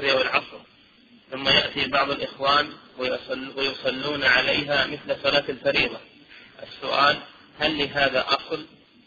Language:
Arabic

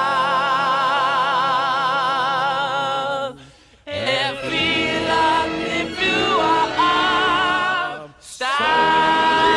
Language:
Icelandic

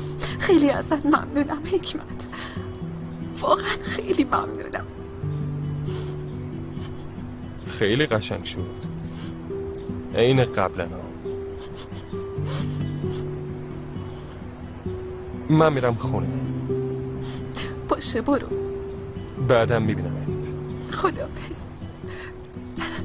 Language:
Persian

